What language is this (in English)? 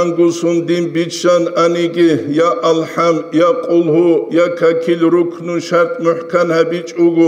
Avaric